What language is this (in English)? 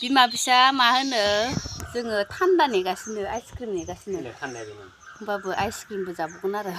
Bodo